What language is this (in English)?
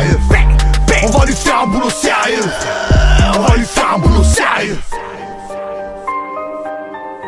French